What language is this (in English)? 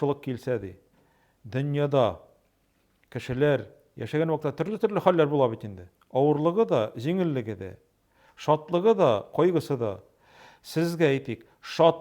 Tatar